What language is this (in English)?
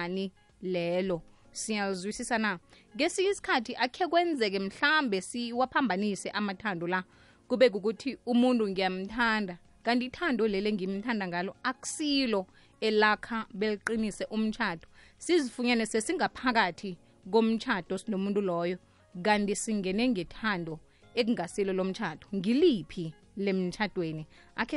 South Ndebele